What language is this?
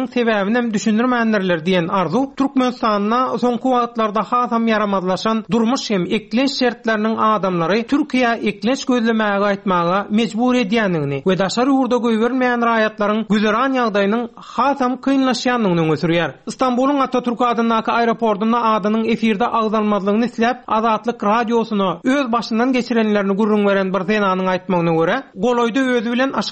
Turkmen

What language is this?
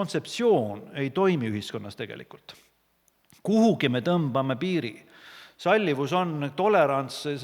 Estonian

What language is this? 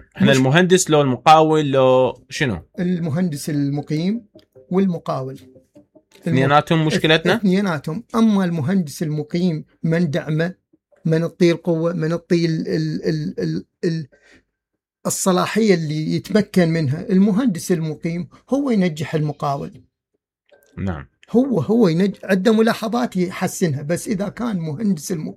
Mesopotamian Arabic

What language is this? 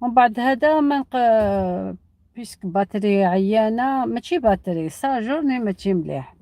Algerian Arabic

